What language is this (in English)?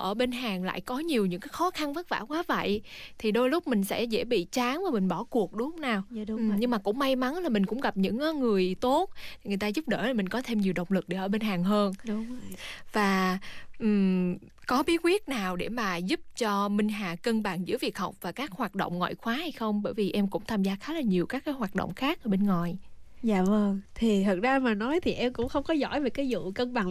Vietnamese